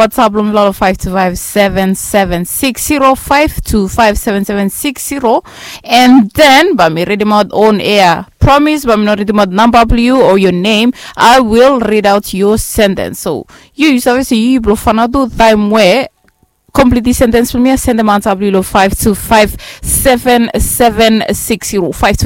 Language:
Bislama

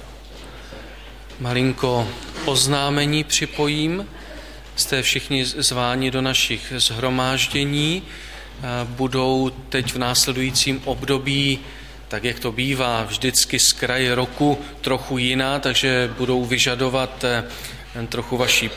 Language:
Czech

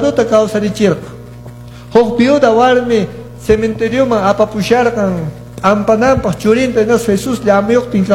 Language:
Quechua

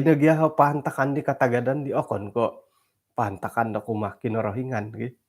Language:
Central Dusun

